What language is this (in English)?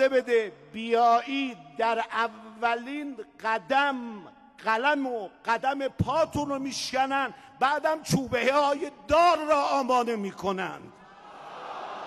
Persian